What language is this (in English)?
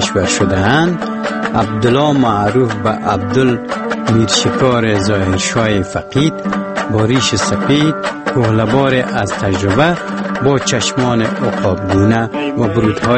Persian